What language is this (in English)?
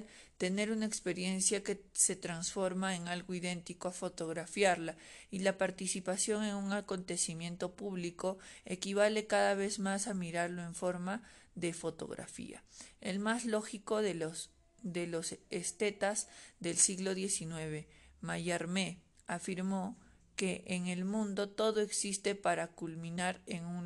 Spanish